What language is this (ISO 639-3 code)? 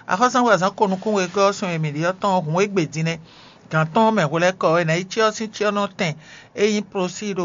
fon